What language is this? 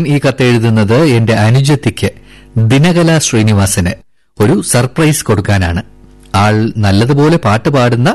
Malayalam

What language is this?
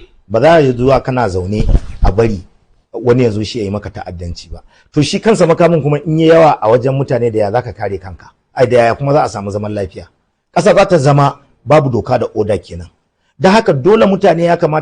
Hausa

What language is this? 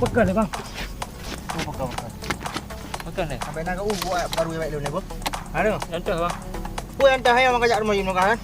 Achinese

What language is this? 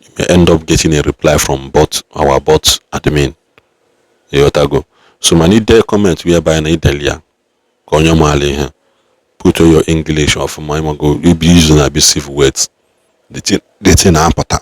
Igbo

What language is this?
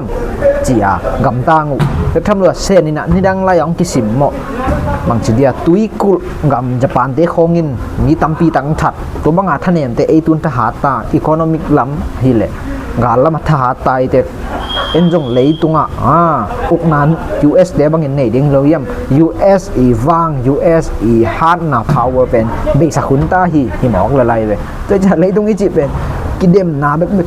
Tedim Chin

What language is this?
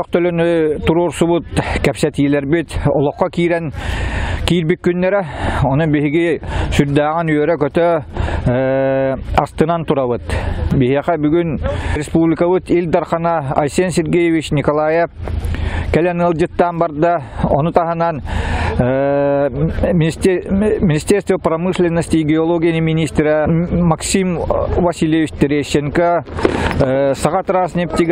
Yakut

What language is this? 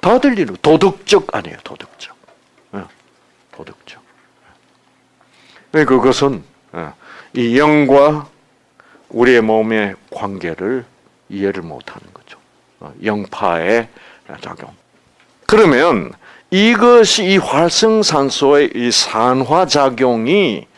Korean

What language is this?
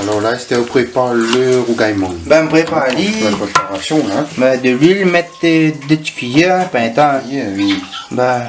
Réunion Creole French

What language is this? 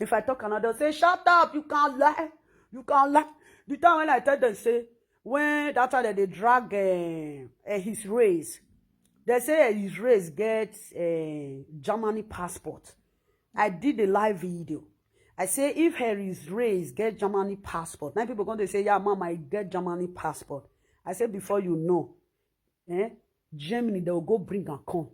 Nigerian Pidgin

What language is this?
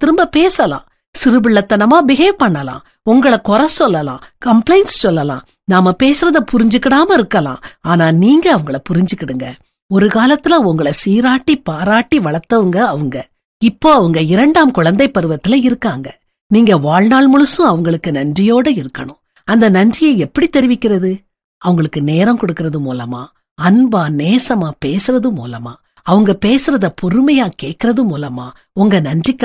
Tamil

